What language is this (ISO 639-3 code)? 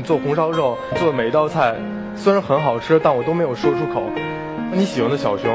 zho